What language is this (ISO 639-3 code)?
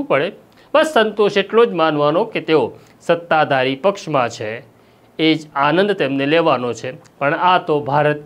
guj